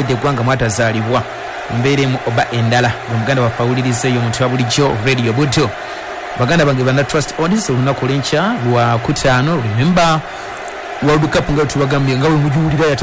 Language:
Ganda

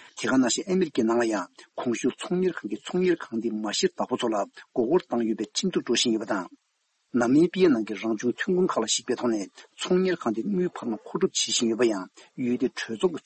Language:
Tibetan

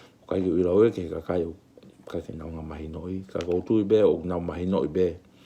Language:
Tongan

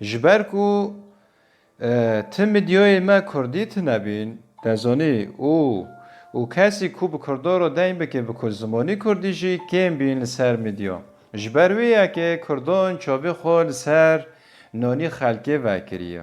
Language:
Kurdish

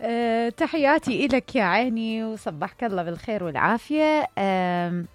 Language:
Mesopotamian Arabic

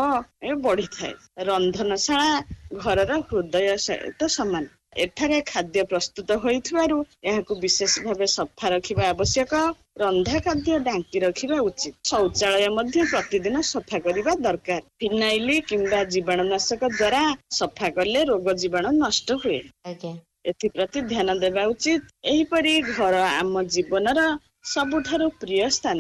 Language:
Odia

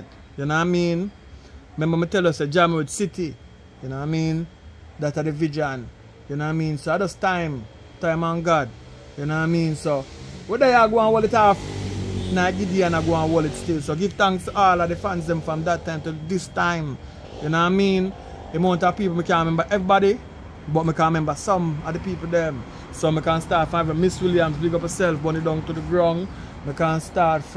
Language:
Jamaican Creole English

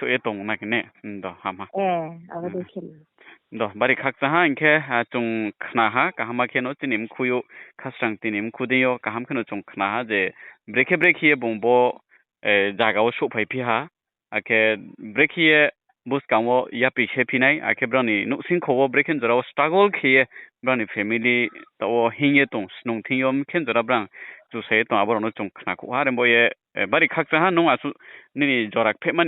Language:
Riang (India)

